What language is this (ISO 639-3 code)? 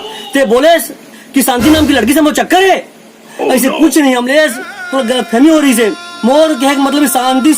hne